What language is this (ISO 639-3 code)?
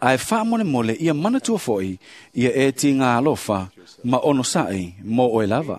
smo